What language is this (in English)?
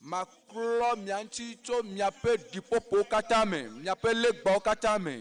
Ewe